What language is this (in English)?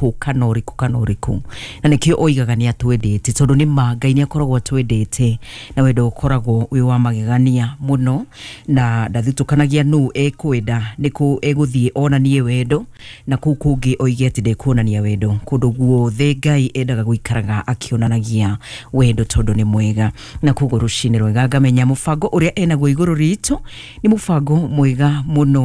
Kikuyu